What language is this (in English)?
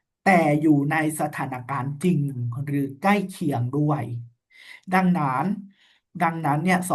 Lao